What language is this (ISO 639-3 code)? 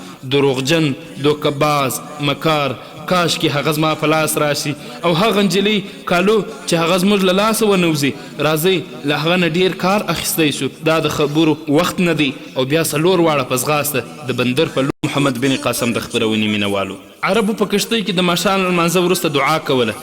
pus